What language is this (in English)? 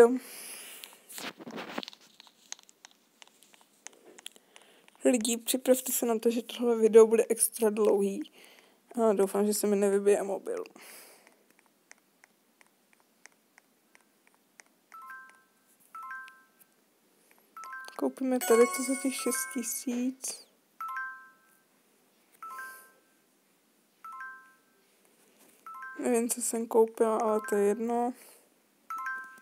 Czech